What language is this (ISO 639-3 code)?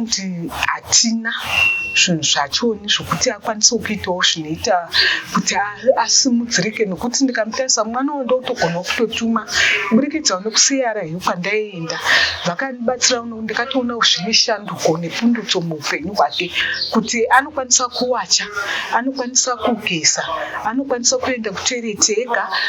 sna